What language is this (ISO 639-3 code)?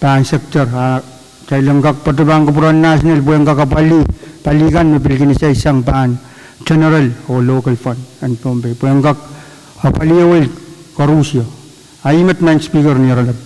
pon